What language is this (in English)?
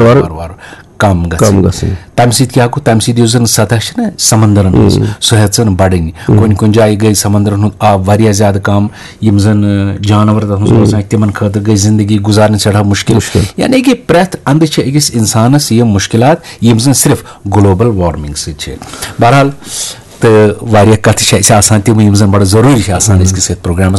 Kashmiri